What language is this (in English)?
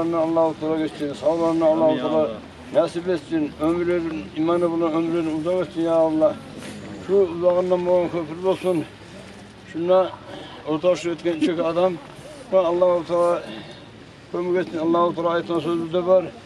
Kumyk